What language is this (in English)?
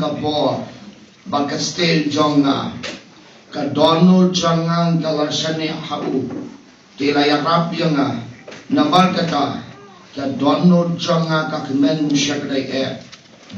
Khasi